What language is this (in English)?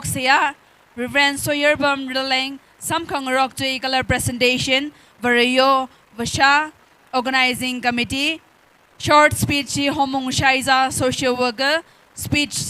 Tangkhul Naga (India)